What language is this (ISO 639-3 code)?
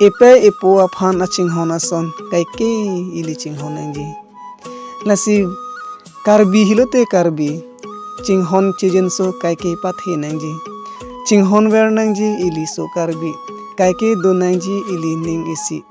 mjw